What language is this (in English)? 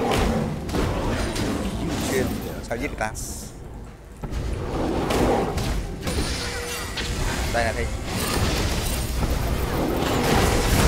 Vietnamese